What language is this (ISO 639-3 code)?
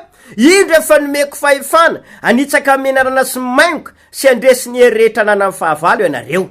mlg